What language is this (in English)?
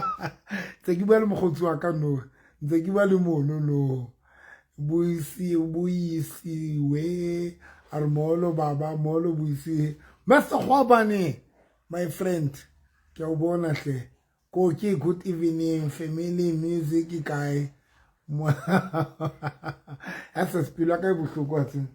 Southern Sotho